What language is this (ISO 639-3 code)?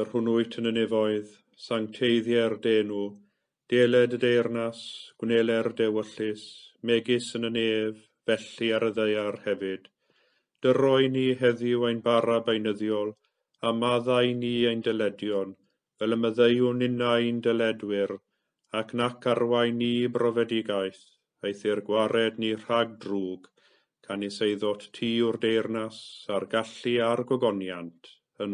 cym